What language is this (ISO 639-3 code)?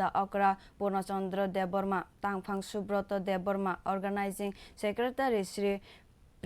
trp